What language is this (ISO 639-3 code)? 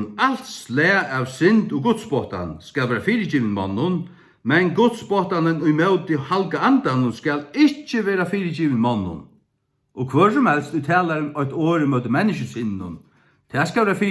fao